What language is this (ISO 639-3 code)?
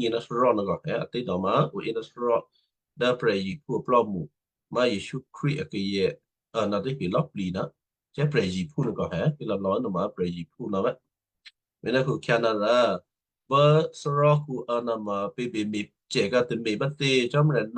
kyu